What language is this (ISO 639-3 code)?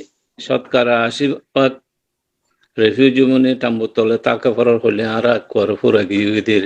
rhg